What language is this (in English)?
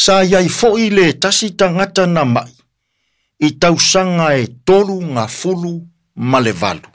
Samoan